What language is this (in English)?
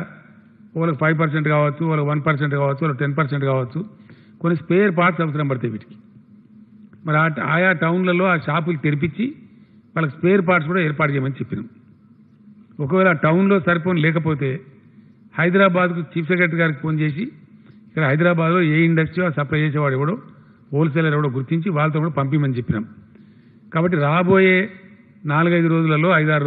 Telugu